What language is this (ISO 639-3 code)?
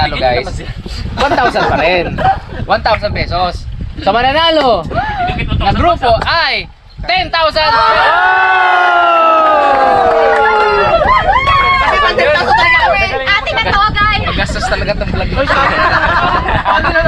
fil